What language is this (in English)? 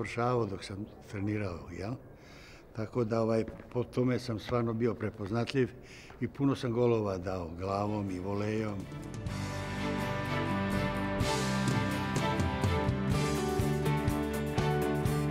Bosnian